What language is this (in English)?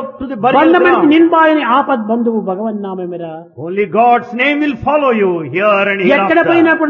Telugu